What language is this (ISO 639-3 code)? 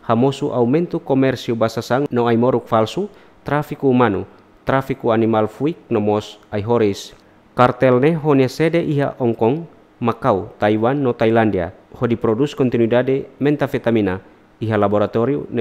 tet